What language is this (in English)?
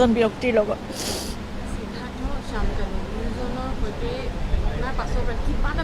Assamese